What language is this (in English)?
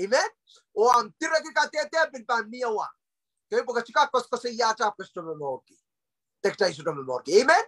Pohnpeian